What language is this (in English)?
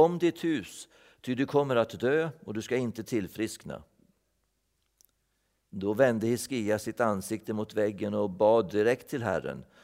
Swedish